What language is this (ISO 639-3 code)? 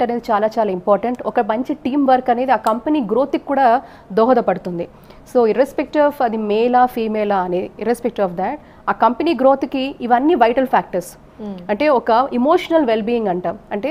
tel